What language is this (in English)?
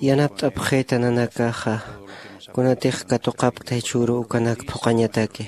Aymara